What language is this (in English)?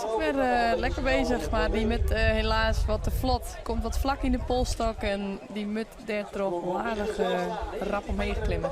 Western Frisian